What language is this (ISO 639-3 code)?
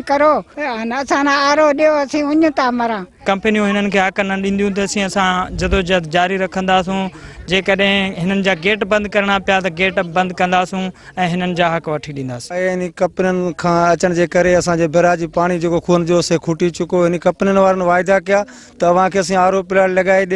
snd